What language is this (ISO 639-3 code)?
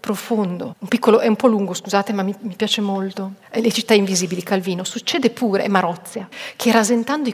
ita